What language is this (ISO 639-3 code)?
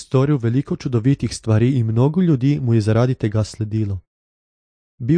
slv